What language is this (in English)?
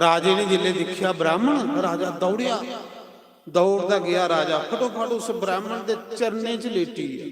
Dogri